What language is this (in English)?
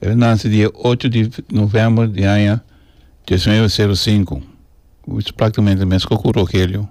Papiamento